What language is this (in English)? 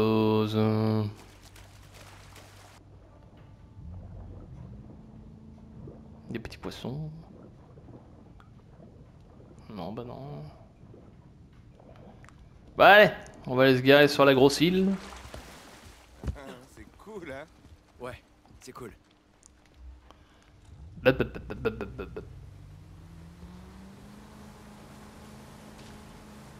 French